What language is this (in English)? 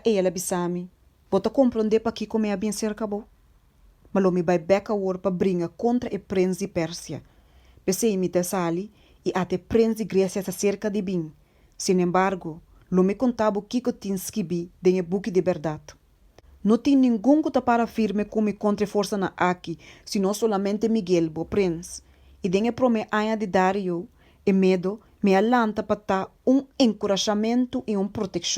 Papiamento